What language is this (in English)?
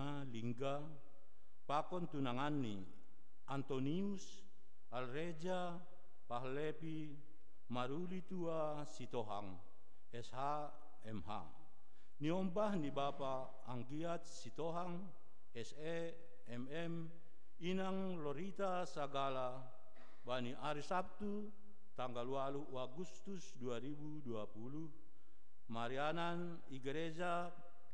Batak Simalungun